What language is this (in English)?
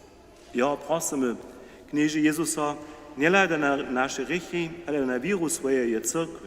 Upper Sorbian